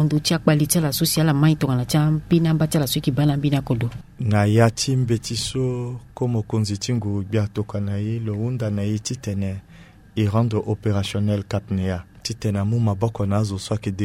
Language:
Sango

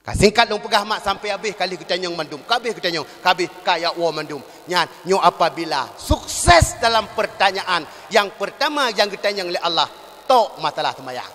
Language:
Achinese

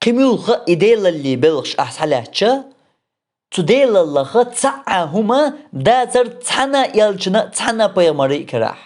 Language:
Chechen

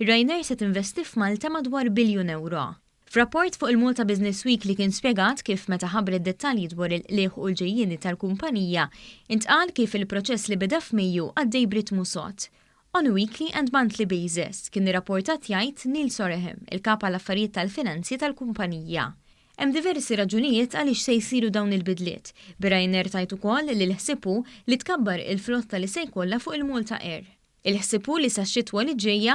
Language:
Maltese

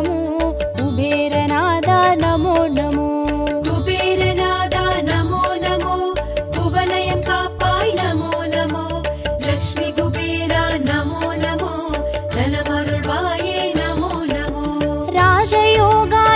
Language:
Tamil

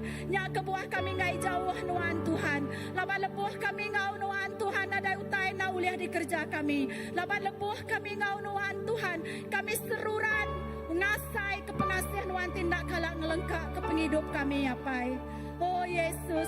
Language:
Iban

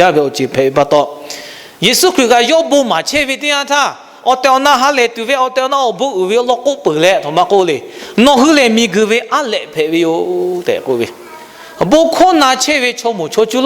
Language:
Lahu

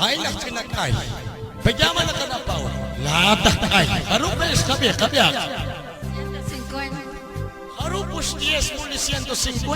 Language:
Kekchí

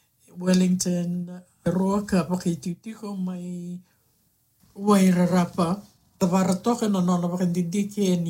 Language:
Fijian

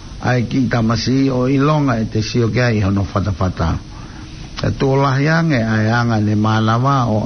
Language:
Tongan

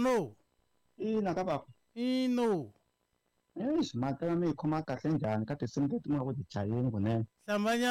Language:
Tsonga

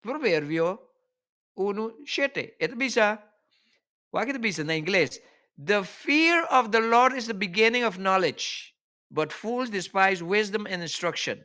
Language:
Papiamento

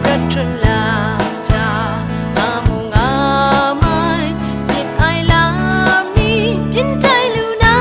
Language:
Kachin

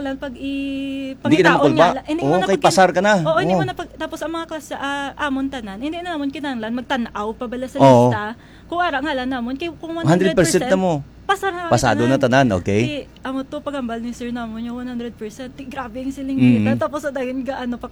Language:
Hiligaynon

